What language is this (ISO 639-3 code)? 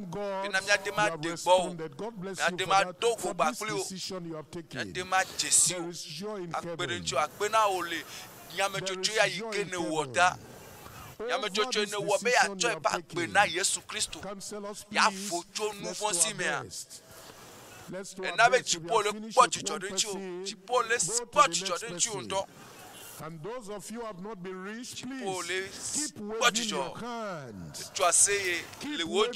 ewe